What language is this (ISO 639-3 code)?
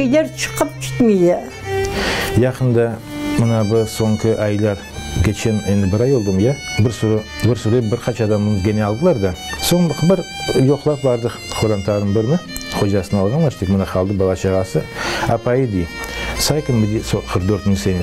crh